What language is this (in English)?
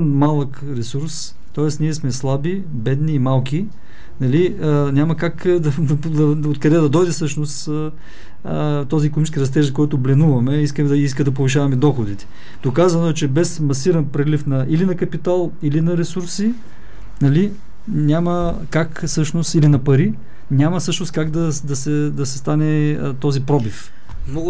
Bulgarian